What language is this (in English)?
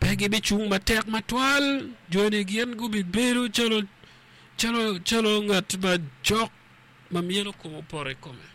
Acoli